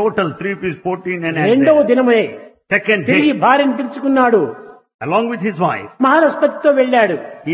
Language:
Telugu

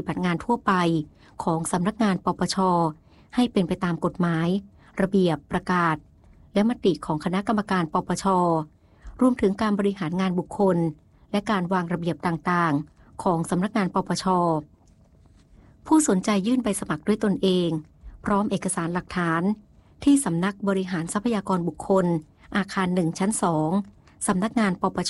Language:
Thai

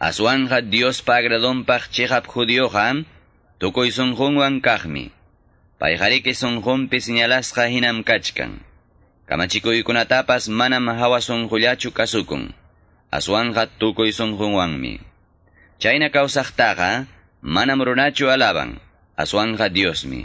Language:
Quechua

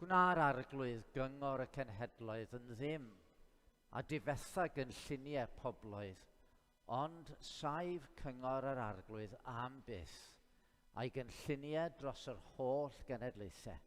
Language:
Welsh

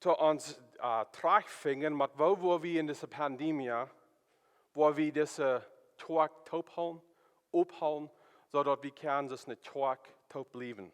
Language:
Plautdietsch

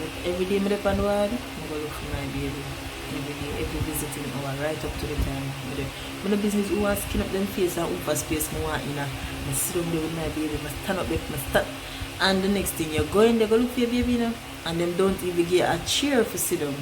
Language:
Jamaican Creole English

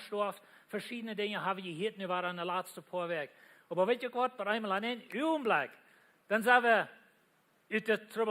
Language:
Plautdietsch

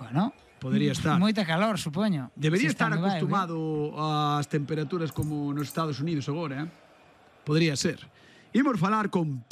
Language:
Galician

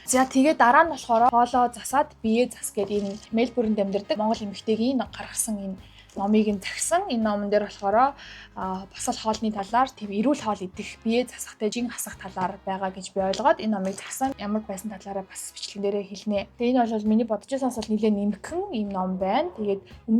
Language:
Mongolian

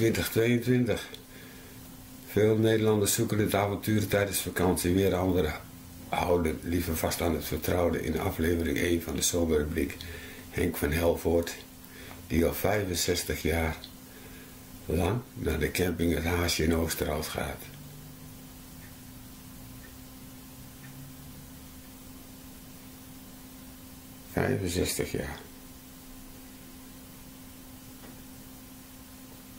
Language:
Dutch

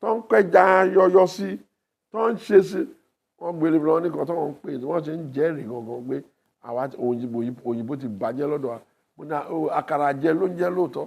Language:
Yoruba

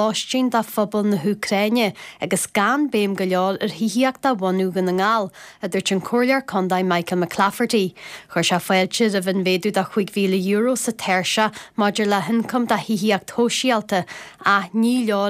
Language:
Irish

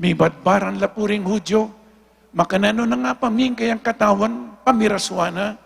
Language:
Pampanga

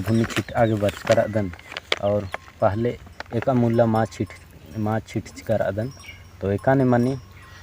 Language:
Kurukh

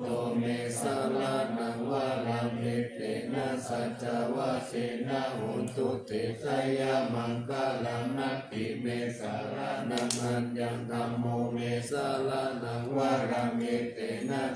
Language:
Pali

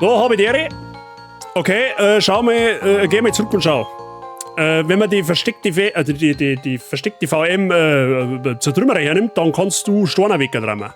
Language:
Bavarian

